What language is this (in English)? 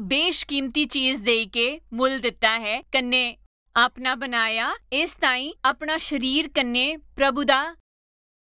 Dogri